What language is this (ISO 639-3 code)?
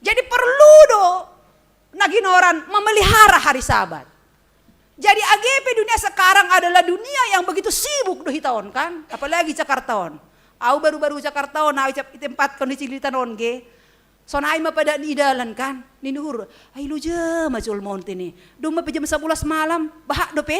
bts